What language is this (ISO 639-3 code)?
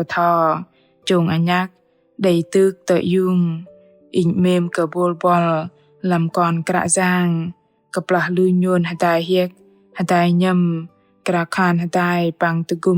bdq